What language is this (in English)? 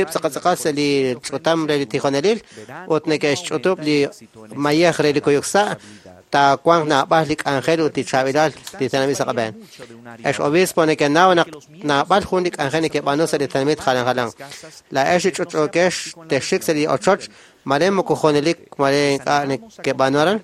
Kekchí